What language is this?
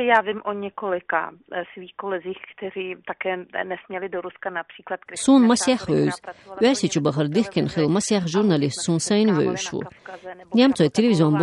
Chechen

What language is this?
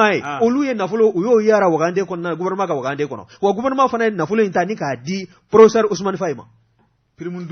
Bambara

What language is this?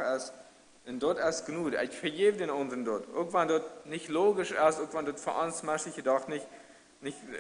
Plautdietsch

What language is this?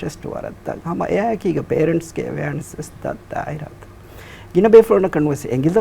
Divehi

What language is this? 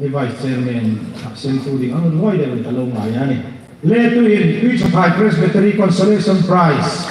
Hmar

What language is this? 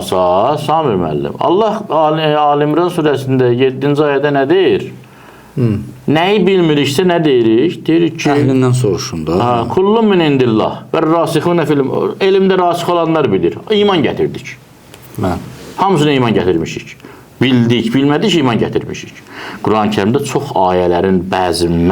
Azerbaijani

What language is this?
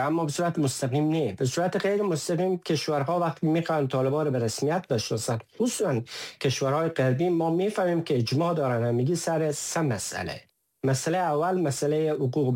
Persian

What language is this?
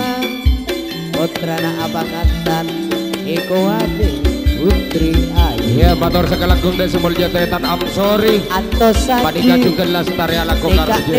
Madurese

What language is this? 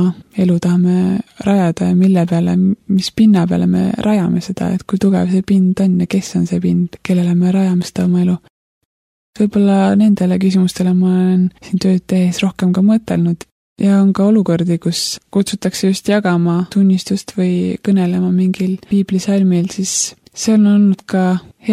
Estonian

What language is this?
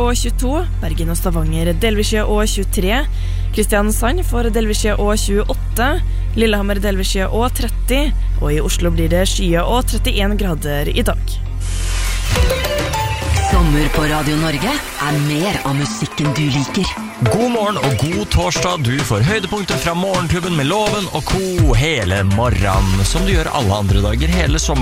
Norwegian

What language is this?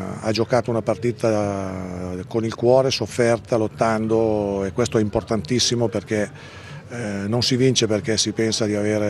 Italian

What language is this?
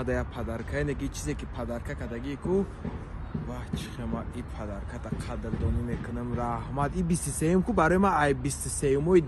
Tajik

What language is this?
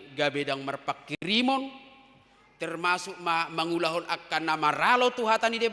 Batak Toba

